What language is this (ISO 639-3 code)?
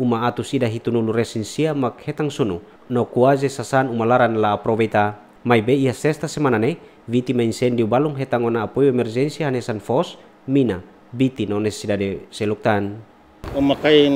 tet